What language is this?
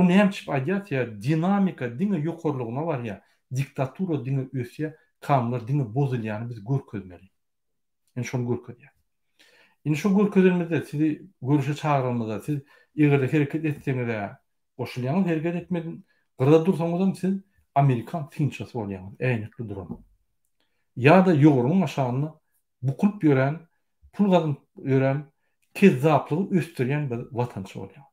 Turkmen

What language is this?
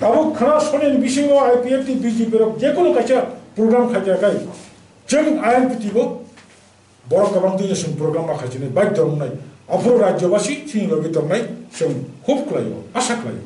Kok Borok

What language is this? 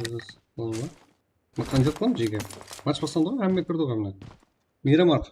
Kara-Kalpak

